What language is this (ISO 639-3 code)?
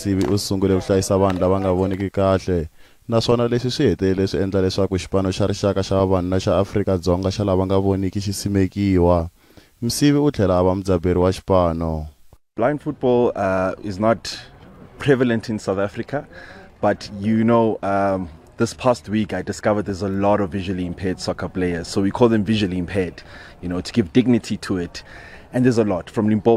tso